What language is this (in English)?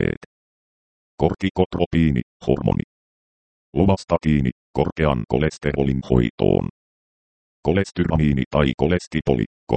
Finnish